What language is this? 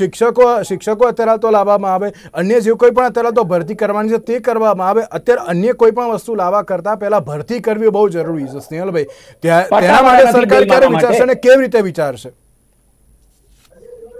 Gujarati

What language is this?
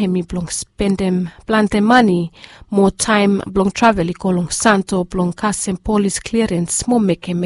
Bislama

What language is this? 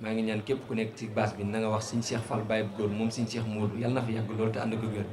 Wolof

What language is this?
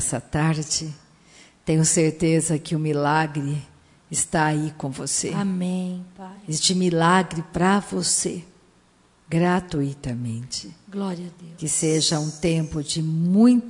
Portuguese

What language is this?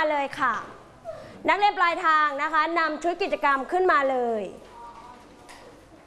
Thai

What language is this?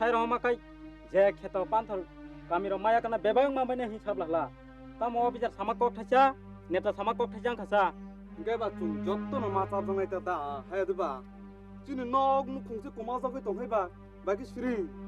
Kok Borok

